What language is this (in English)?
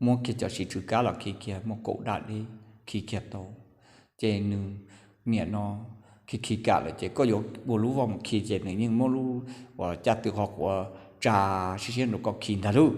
Hmong